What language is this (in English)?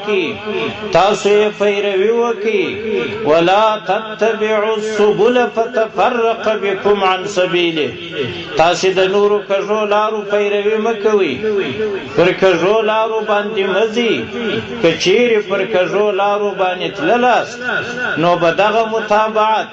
Pashto